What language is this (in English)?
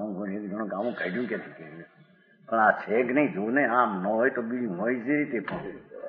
Gujarati